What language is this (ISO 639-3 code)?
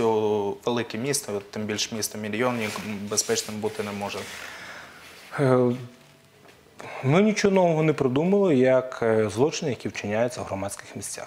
ukr